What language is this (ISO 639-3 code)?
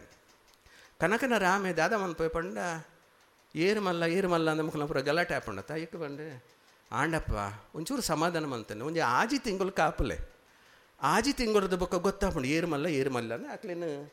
tcy